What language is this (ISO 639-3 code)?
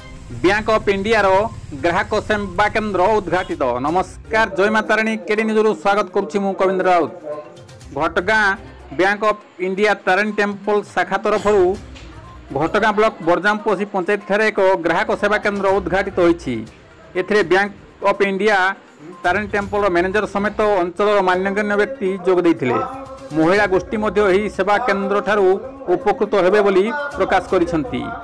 ori